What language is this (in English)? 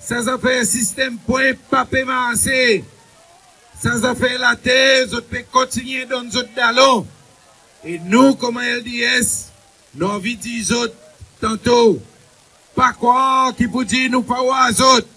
Seselwa Creole French